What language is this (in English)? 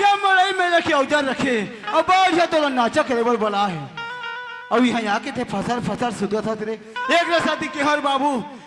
Chhattisgarhi